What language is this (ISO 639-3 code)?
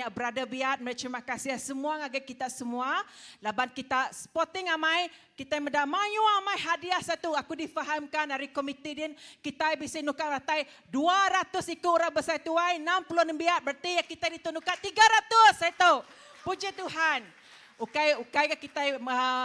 iba